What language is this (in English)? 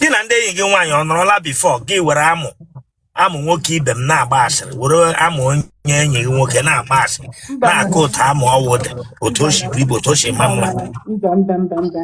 Igbo